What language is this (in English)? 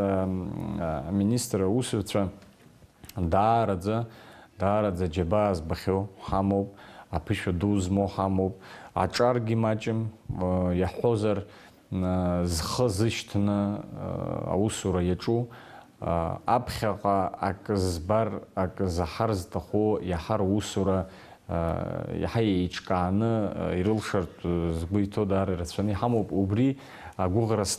Abkhazian